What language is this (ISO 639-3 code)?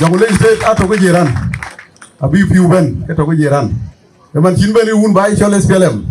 din